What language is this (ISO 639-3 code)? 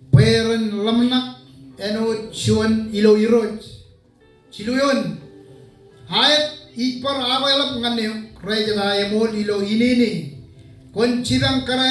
mah